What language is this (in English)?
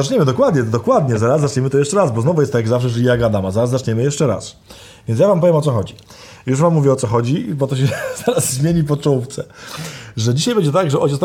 Polish